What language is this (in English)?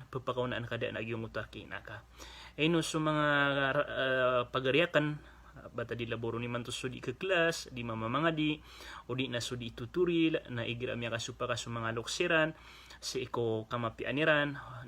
Maranao